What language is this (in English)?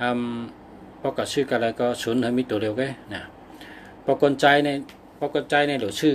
Shan